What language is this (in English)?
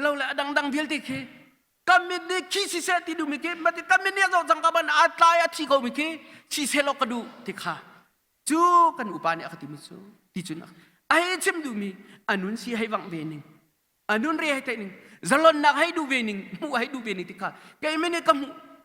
Hakha Chin